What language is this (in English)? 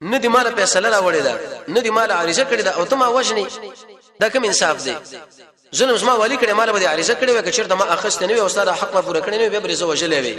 Pashto